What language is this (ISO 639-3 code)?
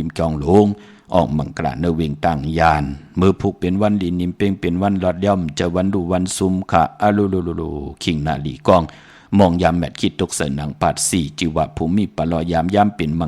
shn